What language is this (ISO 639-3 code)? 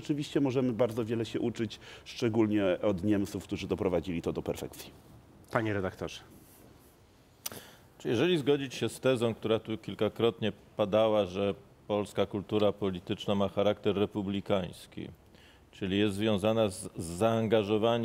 pol